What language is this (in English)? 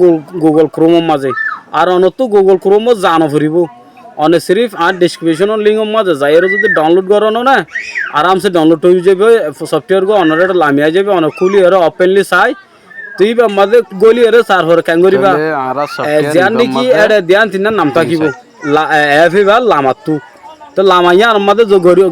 Rohingya